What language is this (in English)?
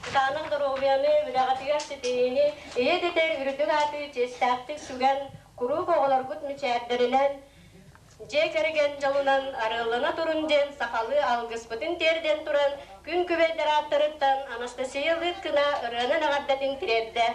Yakut